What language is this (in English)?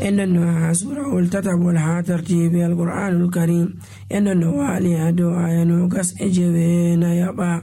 Nigerian Fulfulde